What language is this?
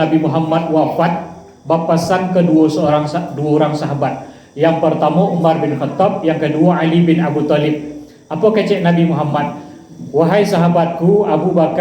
Minangkabau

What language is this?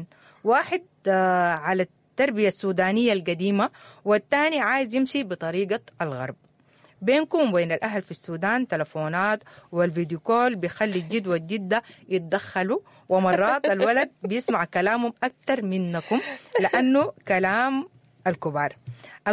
Sudanese Arabic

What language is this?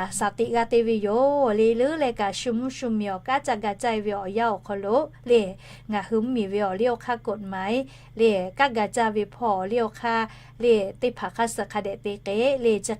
Lahu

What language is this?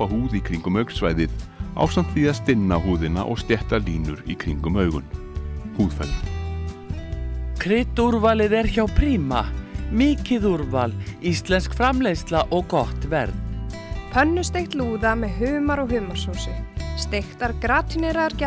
Icelandic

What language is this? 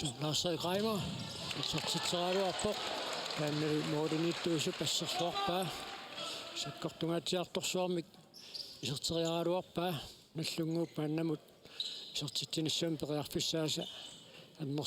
Kalaallisut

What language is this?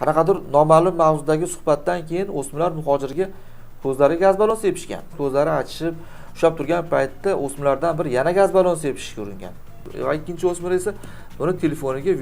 Uzbek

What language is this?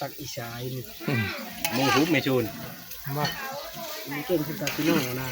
Northeastern Thai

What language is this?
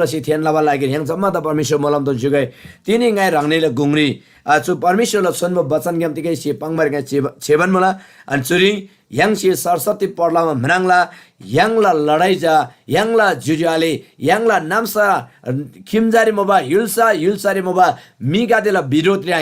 Eastern Tamang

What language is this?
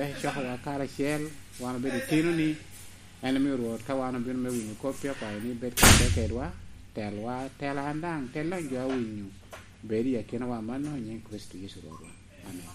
Lango (Uganda)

